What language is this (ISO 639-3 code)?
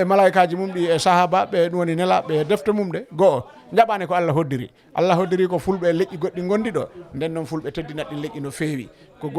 ful